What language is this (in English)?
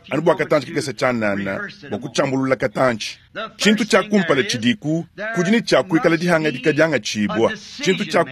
Luba-Lulua